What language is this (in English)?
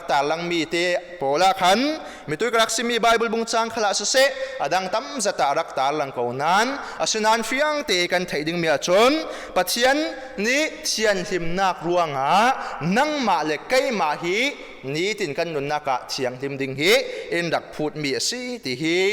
Falam Chin